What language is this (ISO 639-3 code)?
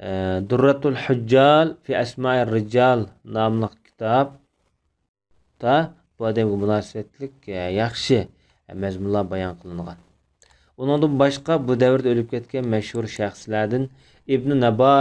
uig